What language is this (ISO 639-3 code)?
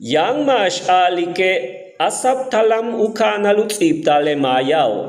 yua